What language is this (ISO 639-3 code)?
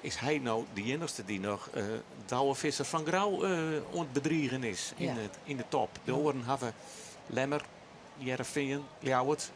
fry